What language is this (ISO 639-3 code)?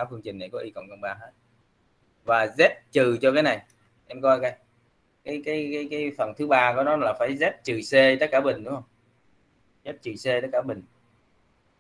vie